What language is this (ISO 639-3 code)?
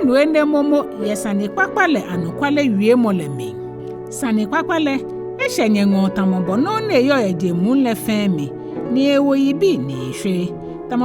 gaa